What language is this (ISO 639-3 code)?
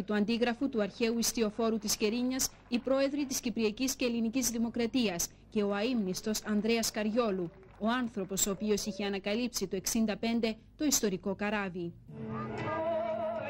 ell